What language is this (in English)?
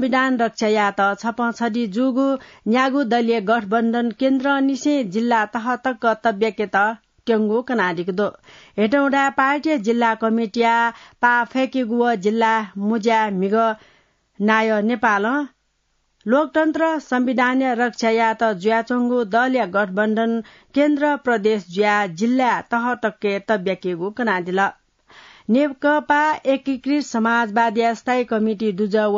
Newari